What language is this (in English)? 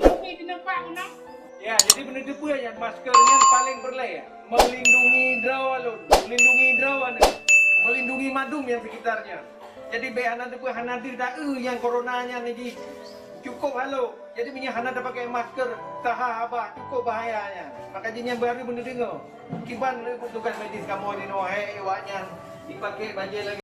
Achinese